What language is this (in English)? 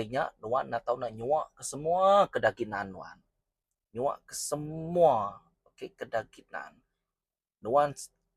Iban